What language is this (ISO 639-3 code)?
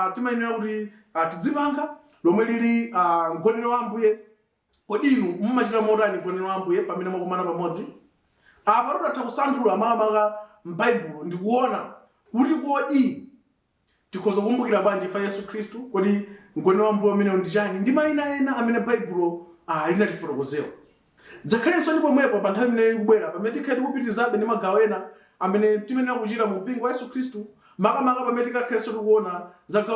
nya